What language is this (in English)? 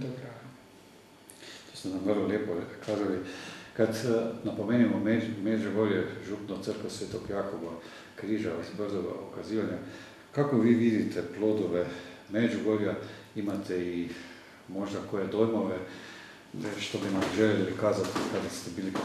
Croatian